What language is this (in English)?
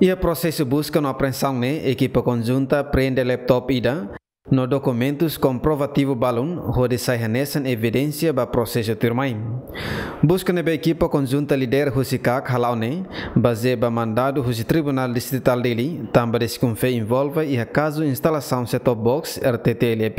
Tetum